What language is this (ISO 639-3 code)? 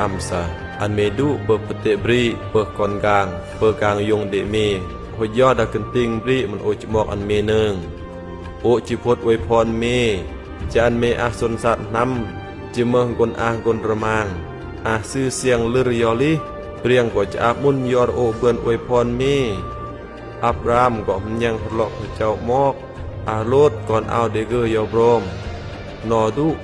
kjg